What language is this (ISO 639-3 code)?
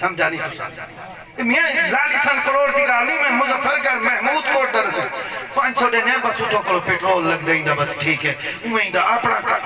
skr